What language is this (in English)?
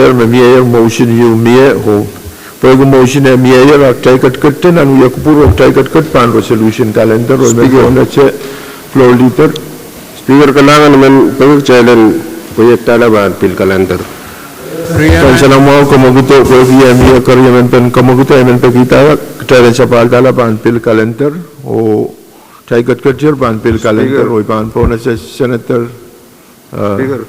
Pohnpeian